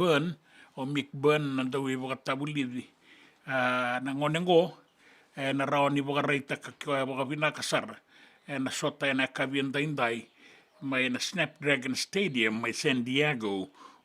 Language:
Fijian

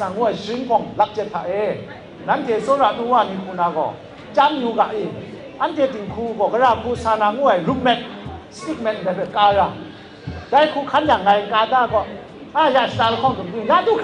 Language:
Kachin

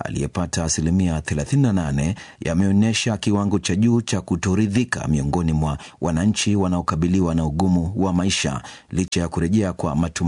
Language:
Swahili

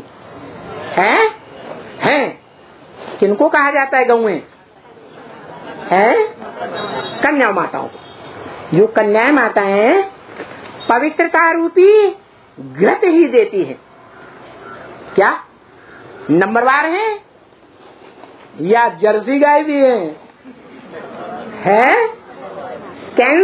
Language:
Hindi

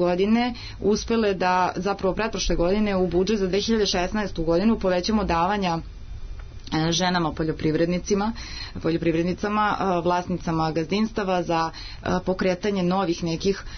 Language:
Serbian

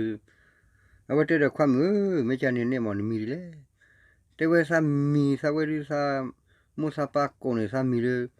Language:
S'gaw Karen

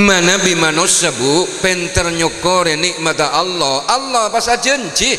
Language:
Madurese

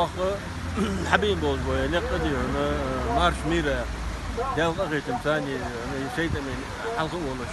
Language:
Chechen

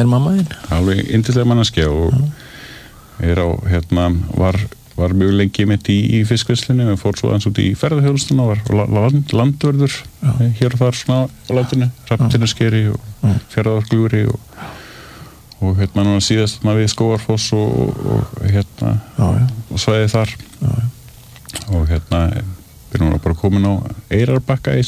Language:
Icelandic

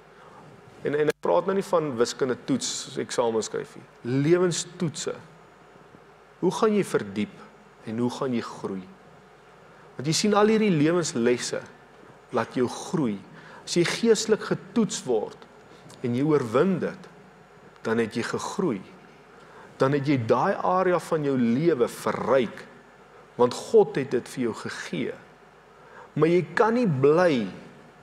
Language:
Afrikaans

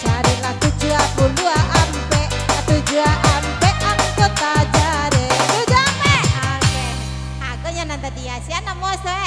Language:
Minangkabau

